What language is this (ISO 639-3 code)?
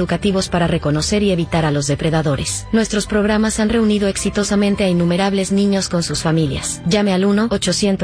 spa